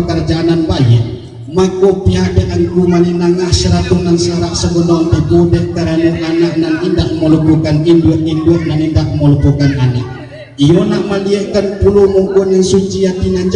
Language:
Minangkabau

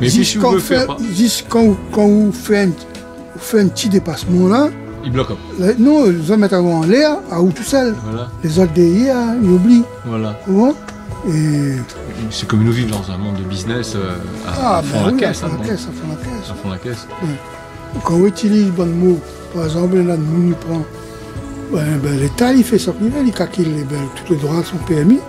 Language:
Réunion Creole French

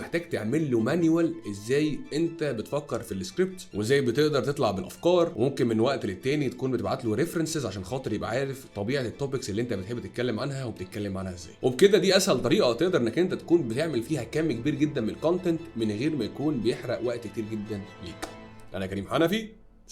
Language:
Egyptian Arabic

